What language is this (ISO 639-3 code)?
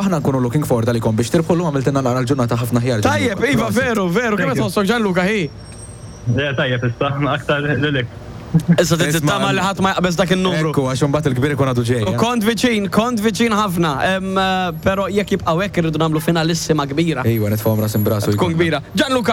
mlt